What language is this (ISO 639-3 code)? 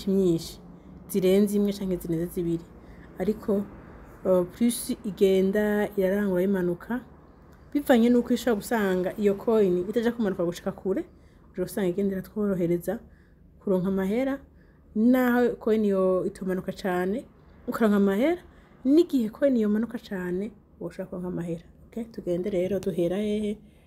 run